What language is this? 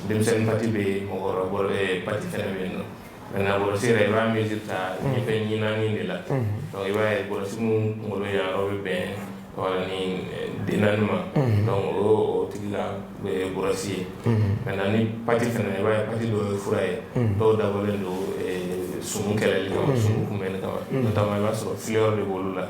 Bambara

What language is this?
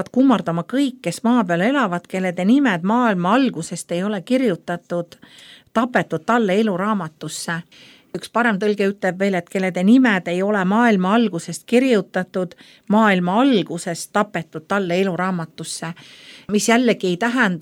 Estonian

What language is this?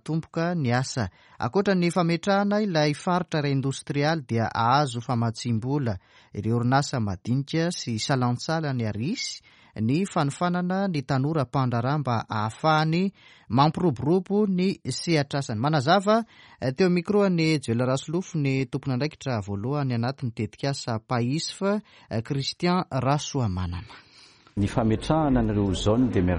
Malagasy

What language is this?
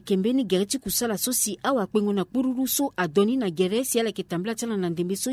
Sango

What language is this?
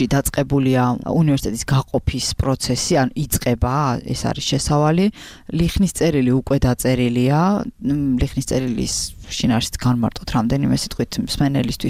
Georgian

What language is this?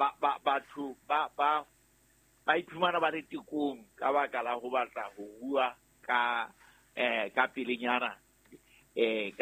Southern Sotho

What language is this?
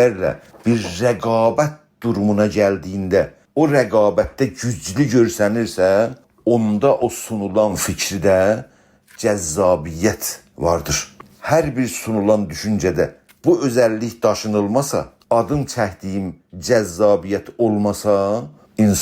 South Azerbaijani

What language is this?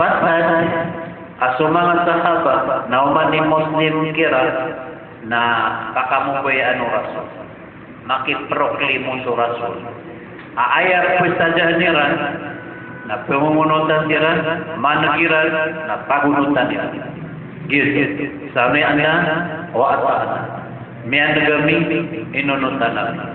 Maranao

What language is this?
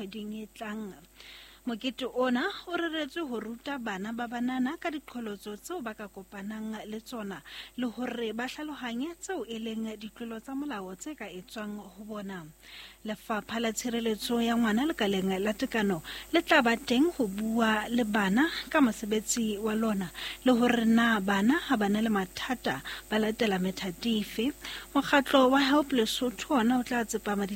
Southern Sotho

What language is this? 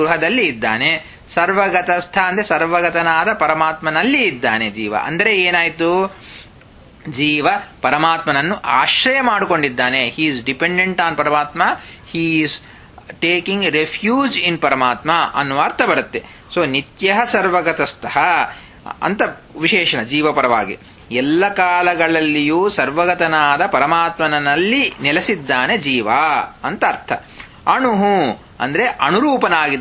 Kannada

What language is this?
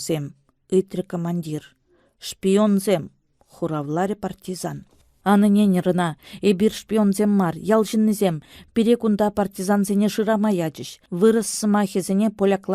Chuvash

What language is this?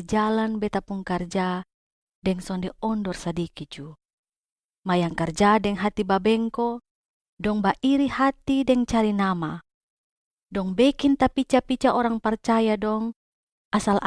Kupang Malay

